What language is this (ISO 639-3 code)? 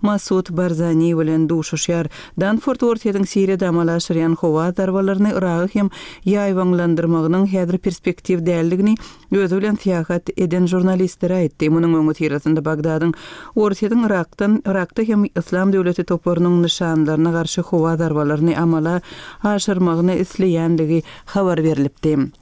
tuk